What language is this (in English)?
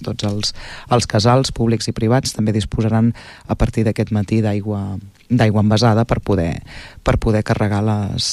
Catalan